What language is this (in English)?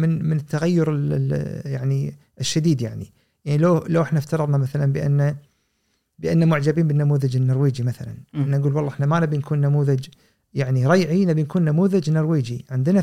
Gulf Arabic